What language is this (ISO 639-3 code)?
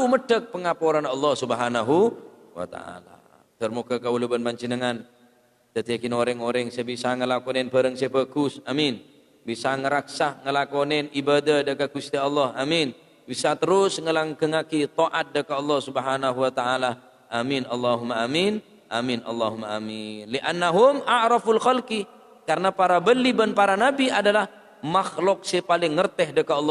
mad